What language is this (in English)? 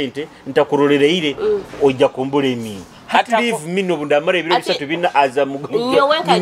Nyoro